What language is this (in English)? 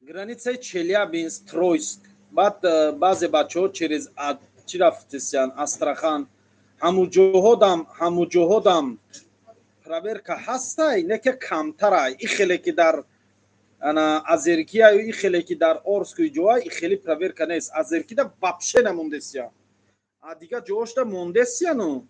Tajik